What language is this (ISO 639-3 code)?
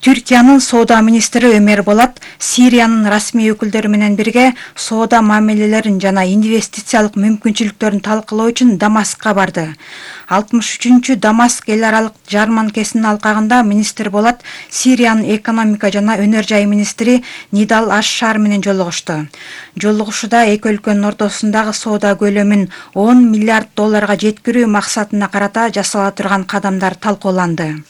kir